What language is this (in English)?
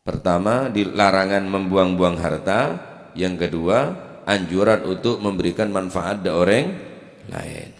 Madurese